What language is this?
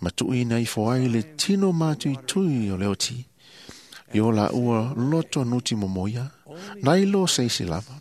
Samoan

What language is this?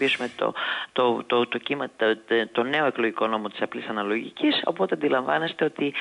Greek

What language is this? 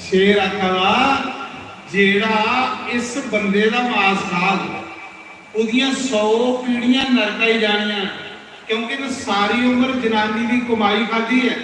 Dogri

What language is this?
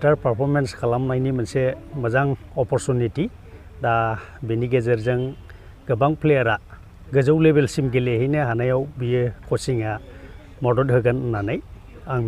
Bodo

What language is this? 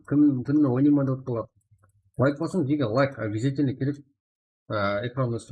Kara-Kalpak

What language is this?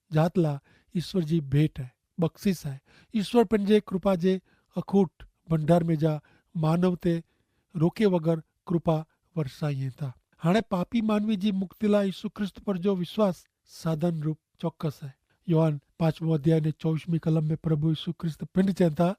Kachhi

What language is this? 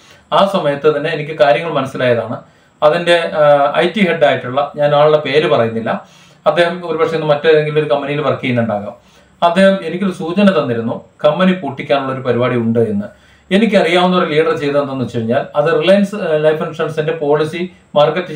Malayalam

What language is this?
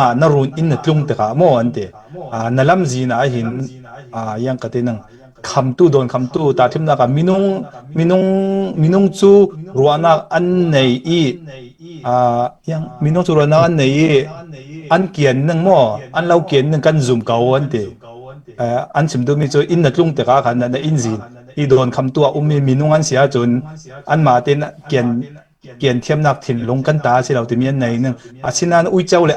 Falam Chin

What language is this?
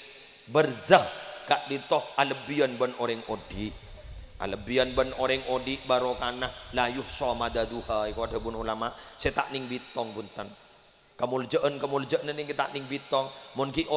Madurese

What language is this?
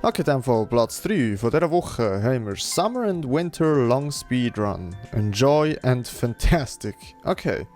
Swiss German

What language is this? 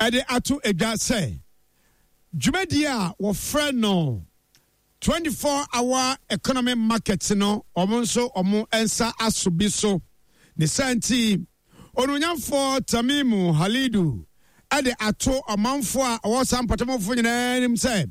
Akan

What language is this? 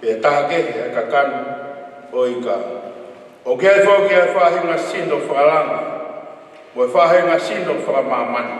Tongan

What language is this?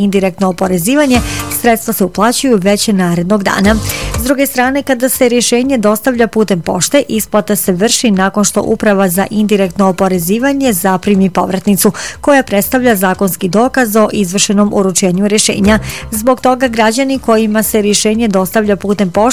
Bosnian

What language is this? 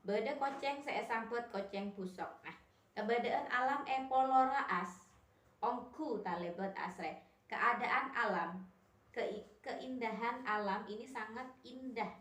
Madurese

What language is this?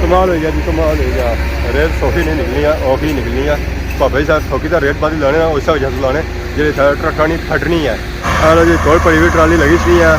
Pahari-Potwari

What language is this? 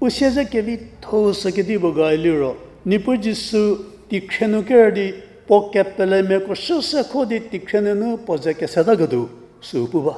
Angami Naga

